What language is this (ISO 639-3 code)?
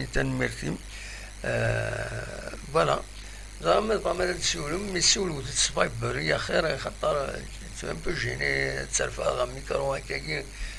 kab